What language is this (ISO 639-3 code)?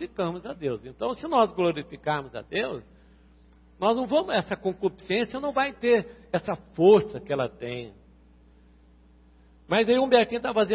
por